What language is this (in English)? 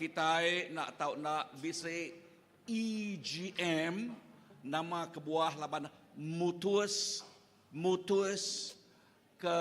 Iban